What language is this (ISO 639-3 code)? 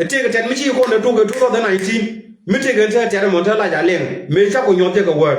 nus